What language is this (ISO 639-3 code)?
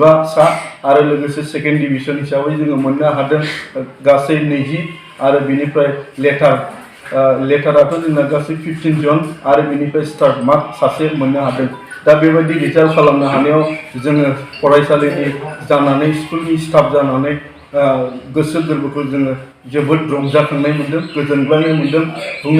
brx